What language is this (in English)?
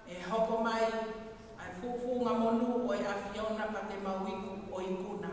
Tongan